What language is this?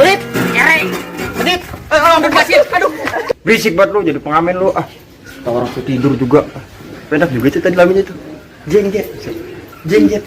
Betawi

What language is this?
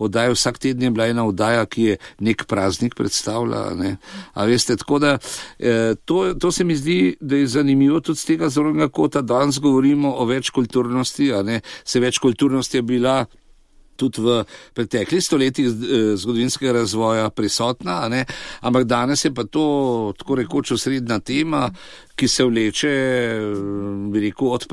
Slovenian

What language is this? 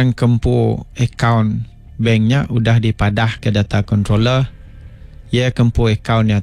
Iban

